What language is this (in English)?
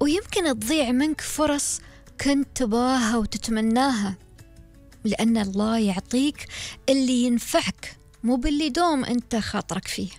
Gulf Arabic